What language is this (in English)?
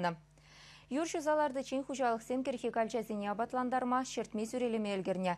Chuvash